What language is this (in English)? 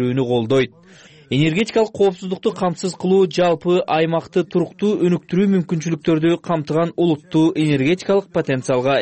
Kyrgyz